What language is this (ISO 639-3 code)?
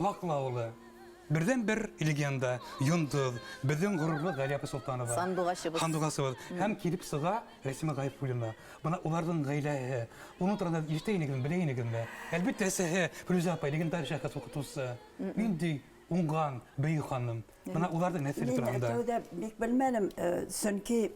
bak